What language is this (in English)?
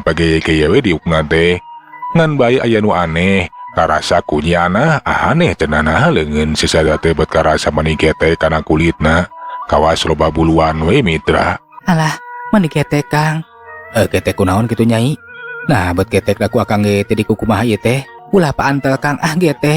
Sundanese